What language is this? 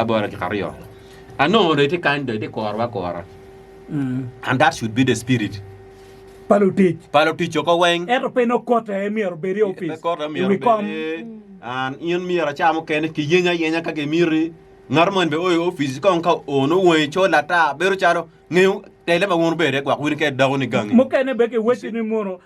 Acoli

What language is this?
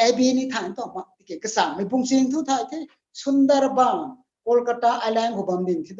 Rongmei Naga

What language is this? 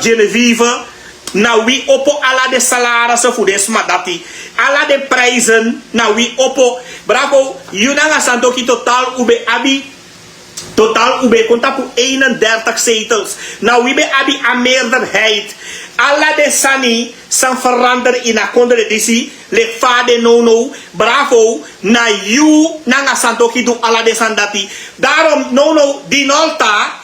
Sranan Tongo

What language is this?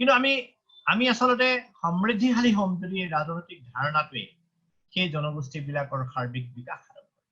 Assamese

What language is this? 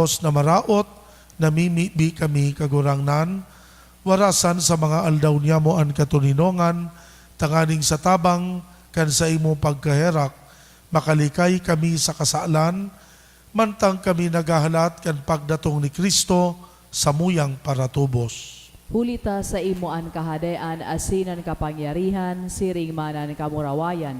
Bikol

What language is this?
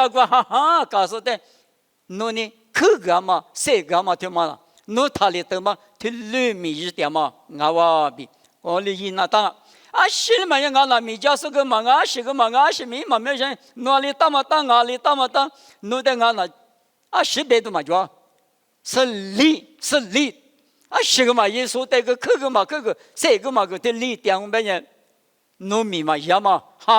Lisu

